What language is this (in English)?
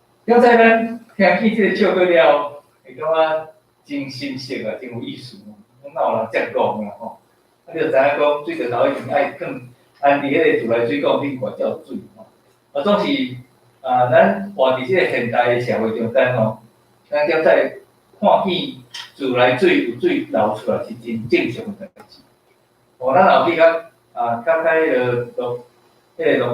Min Nan Chinese